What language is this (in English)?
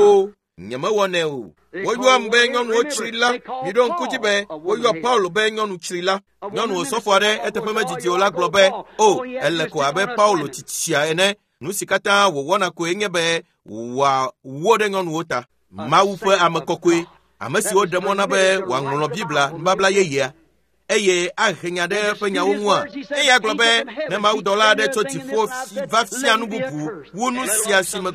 Ewe